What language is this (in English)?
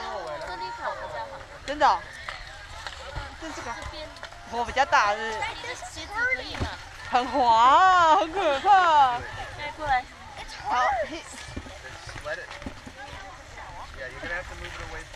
Chinese